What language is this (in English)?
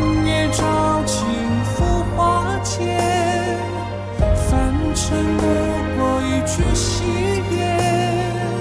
Chinese